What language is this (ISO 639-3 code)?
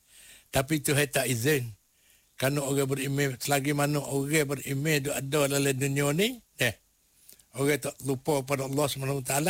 msa